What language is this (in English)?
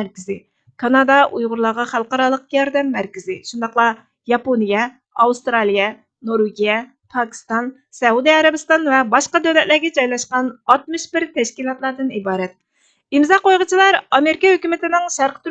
Uyghur